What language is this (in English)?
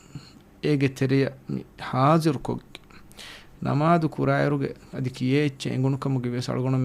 Divehi